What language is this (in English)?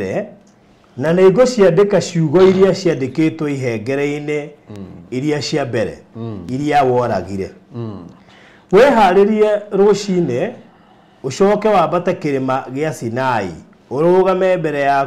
Kikuyu